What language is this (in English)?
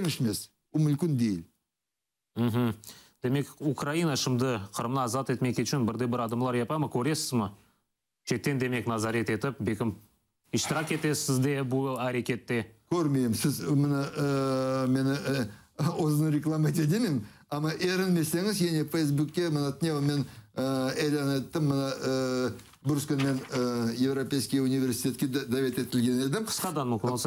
Crimean Tatar